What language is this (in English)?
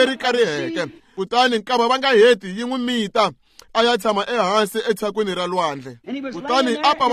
Tsonga